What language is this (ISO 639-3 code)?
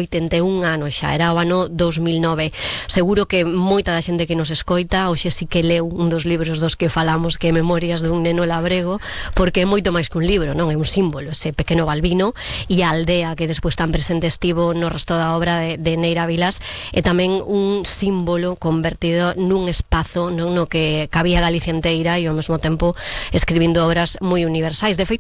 glg